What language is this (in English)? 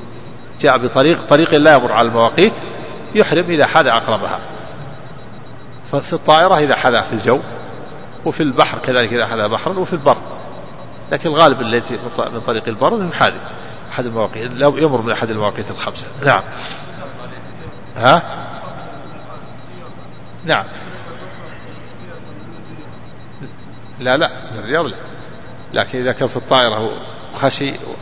Arabic